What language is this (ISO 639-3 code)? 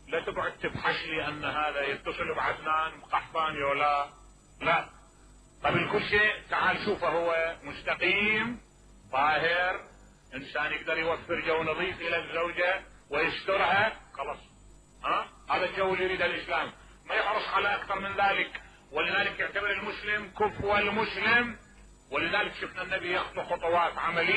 acm